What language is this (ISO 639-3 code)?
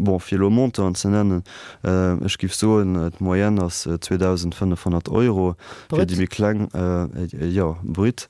ltz